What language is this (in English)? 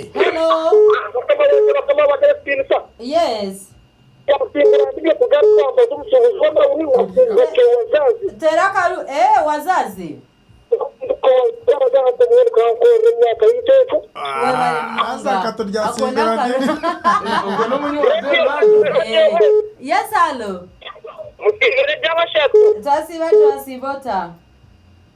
Nyankole